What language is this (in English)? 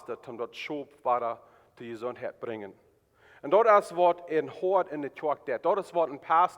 Plautdietsch